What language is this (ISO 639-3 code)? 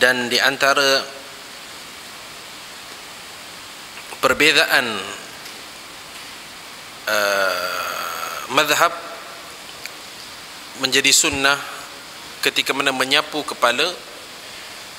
msa